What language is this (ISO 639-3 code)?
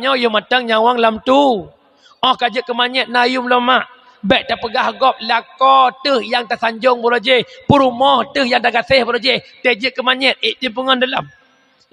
ace